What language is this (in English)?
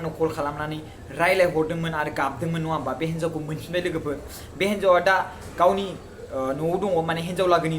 Bodo